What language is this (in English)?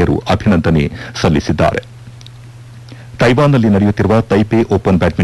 Kannada